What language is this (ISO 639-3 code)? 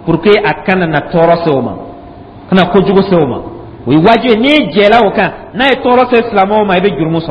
dyu